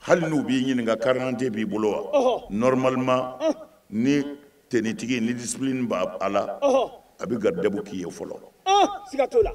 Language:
Bambara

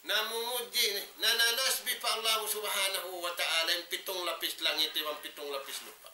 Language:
Tausug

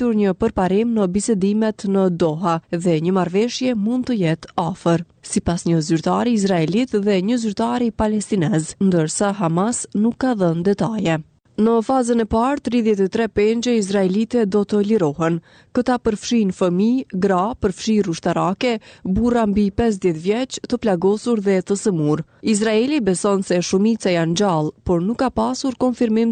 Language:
Albanian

